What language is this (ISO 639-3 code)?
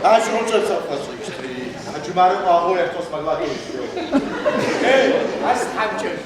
ady